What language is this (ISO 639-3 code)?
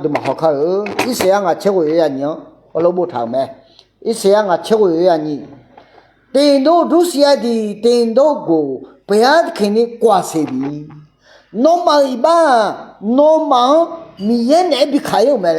ahk